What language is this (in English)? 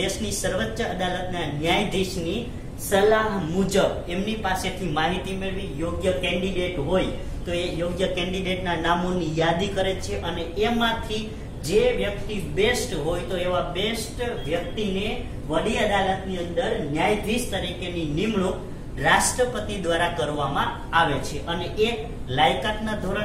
Gujarati